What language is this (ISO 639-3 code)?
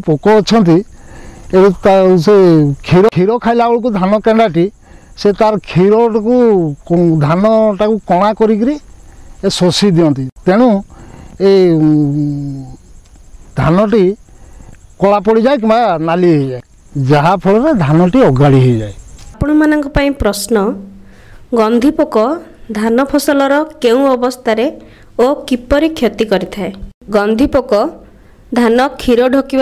ori